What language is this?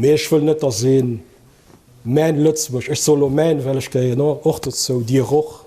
Luxembourgish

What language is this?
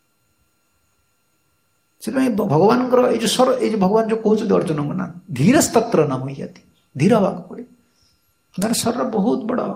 Odia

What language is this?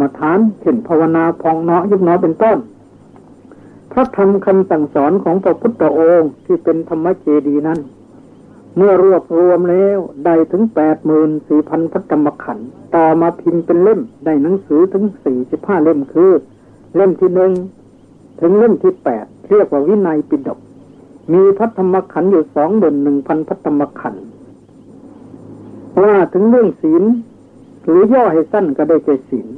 Thai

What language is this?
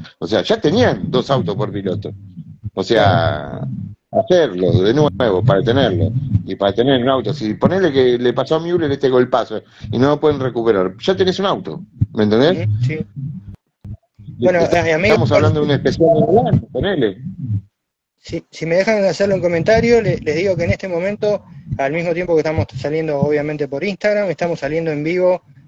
Spanish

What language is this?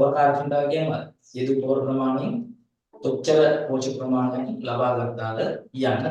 Sinhala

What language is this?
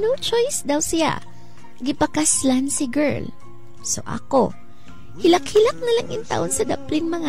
Cebuano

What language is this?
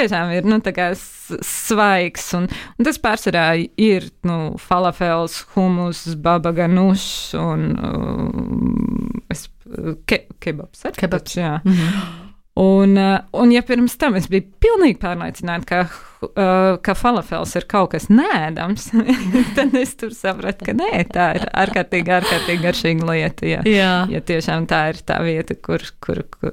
Latvian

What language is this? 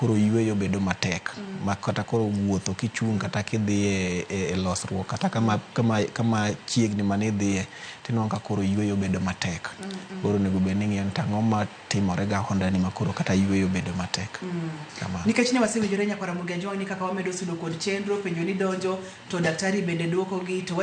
Luo (Kenya and Tanzania)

